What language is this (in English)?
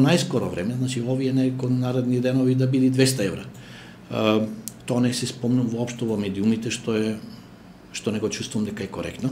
Macedonian